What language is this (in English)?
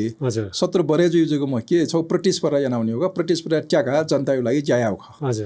Newari